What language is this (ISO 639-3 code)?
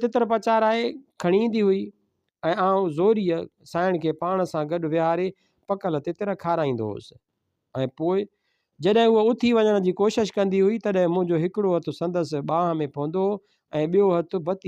snd